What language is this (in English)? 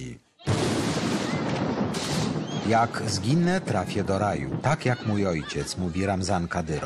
Polish